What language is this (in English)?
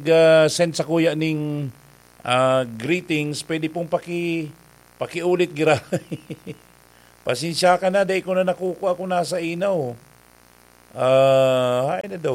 Bikol